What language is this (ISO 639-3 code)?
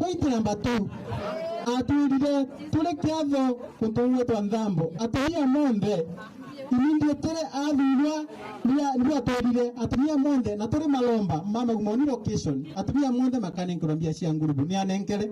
mer